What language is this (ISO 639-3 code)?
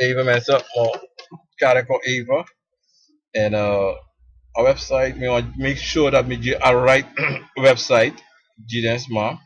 srn